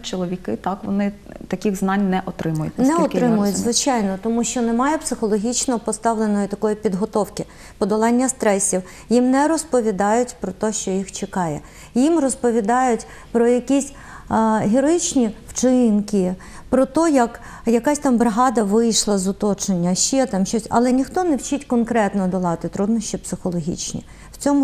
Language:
Ukrainian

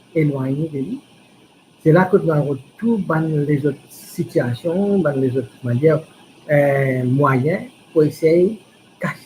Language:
Morisyen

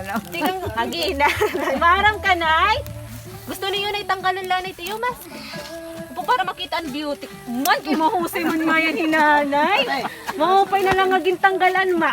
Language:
Waray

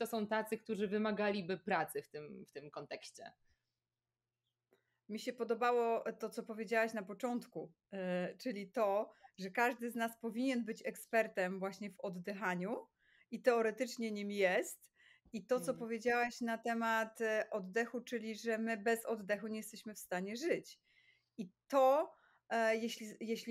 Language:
Polish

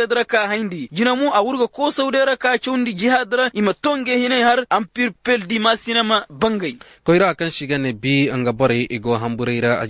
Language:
Koyraboro Senni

